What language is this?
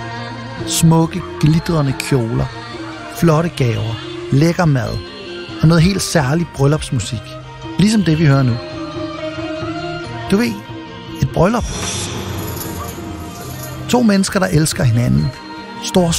Danish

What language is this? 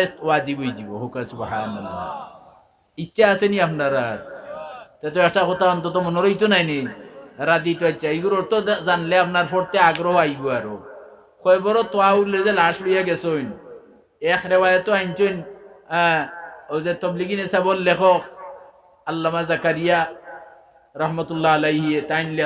Sylheti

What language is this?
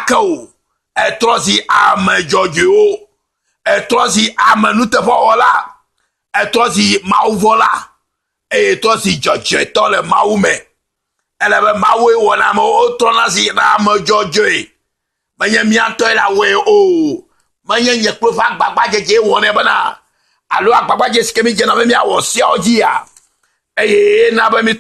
Ewe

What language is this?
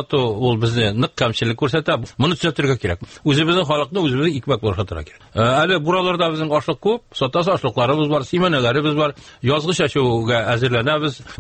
Tatar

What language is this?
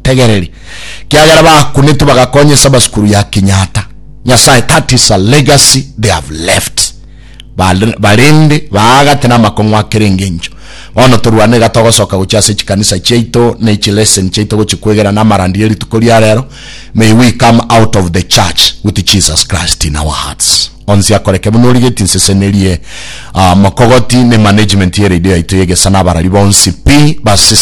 Gusii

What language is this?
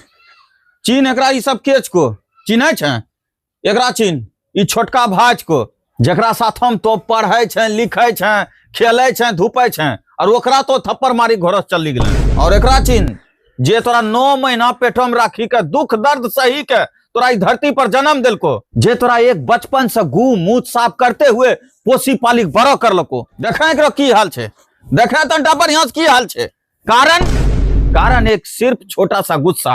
Angika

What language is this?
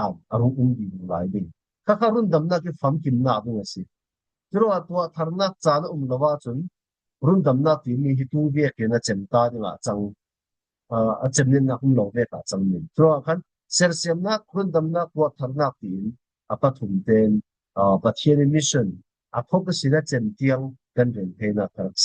Falam Chin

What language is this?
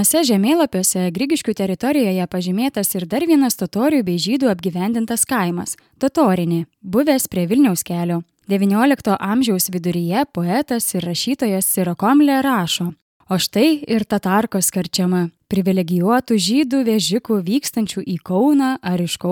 Lithuanian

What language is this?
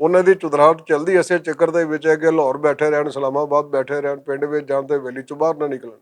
Western Panjabi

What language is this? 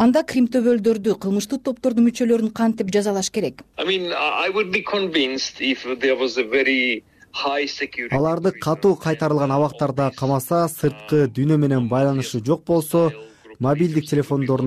Kyrgyz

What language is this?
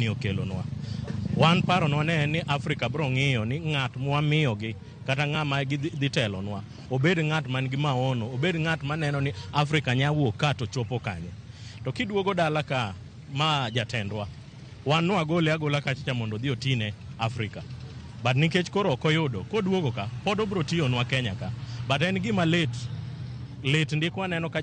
Luo (Kenya and Tanzania)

